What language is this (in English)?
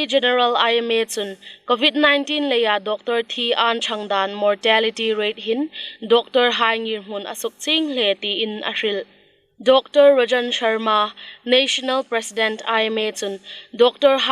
Hmar